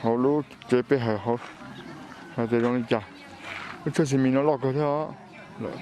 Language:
Hmong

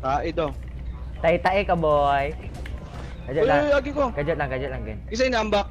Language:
Cebuano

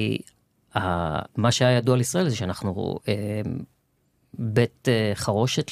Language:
Hebrew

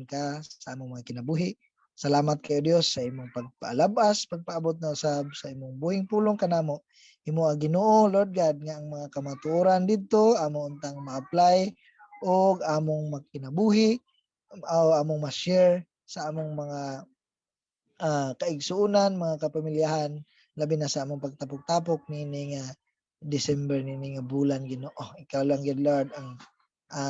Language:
Cebuano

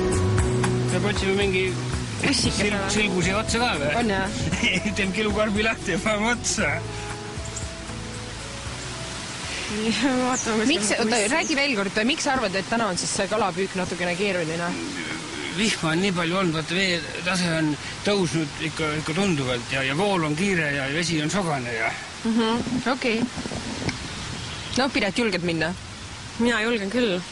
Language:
Estonian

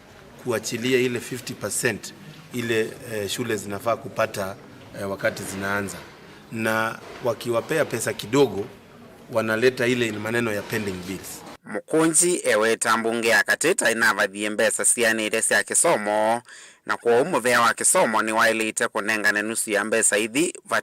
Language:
Kamba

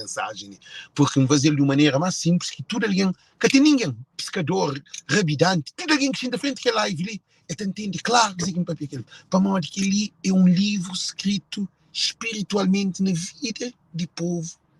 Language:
Kabuverdianu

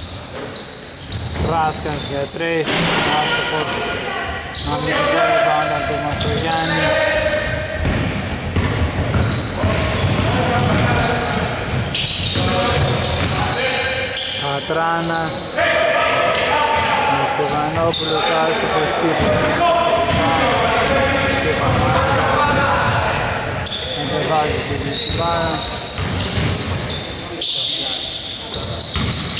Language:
Greek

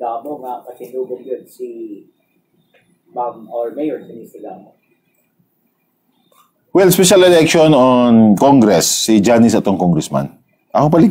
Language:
Cebuano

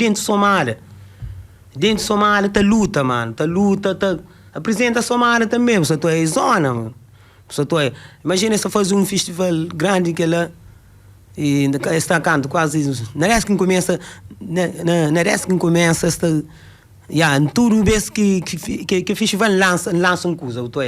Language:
Kabuverdianu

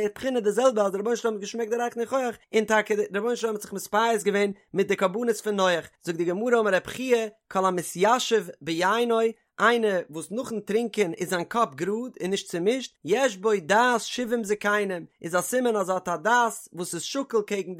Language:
Yiddish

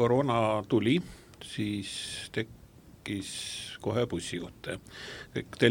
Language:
Estonian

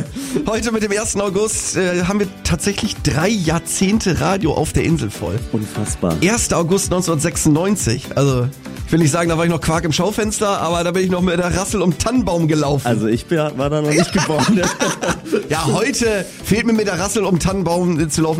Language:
German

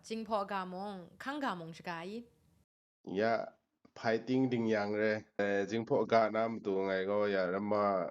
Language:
Kachin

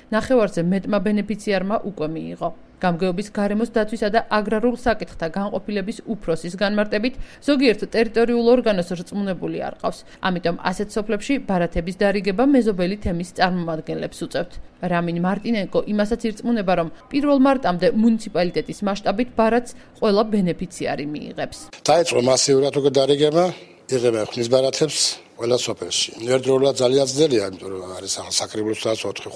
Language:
Georgian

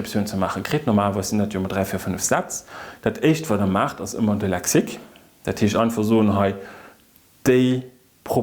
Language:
Luxembourgish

